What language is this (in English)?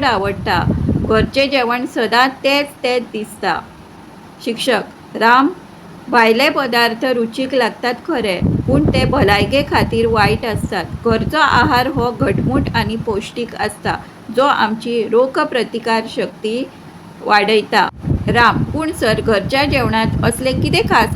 Konkani